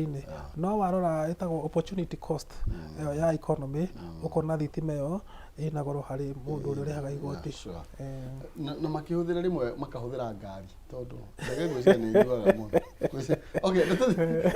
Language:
Kikuyu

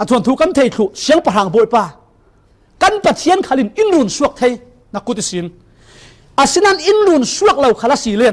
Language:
Falam Chin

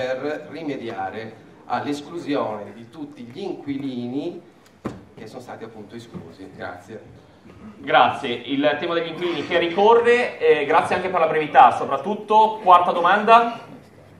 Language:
Italian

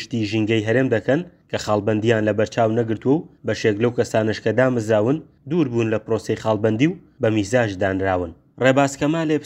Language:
Central Kurdish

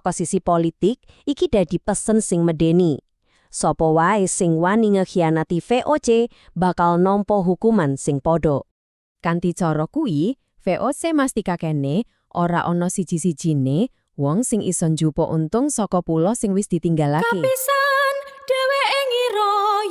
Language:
Javanese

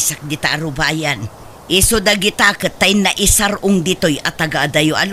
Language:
Iloko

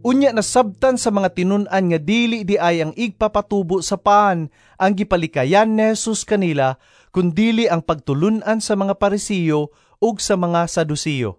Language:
Cebuano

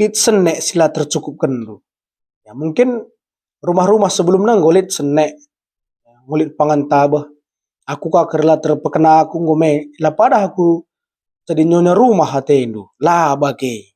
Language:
Batak Karo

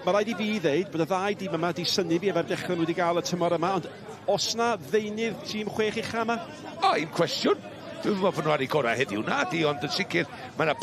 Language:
Welsh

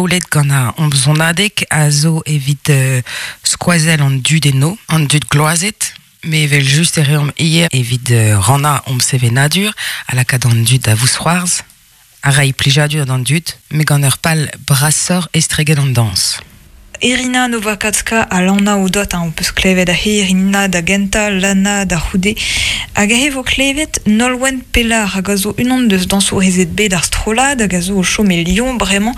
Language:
Breton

